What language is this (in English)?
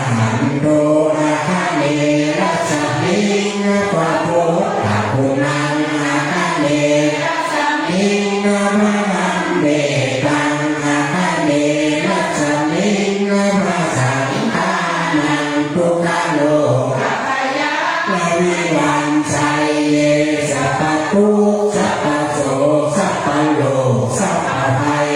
Pali